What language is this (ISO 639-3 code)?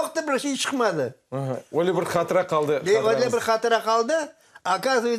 crh